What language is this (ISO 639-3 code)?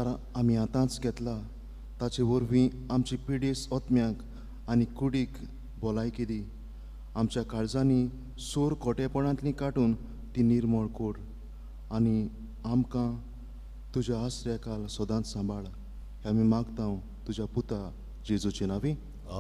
kok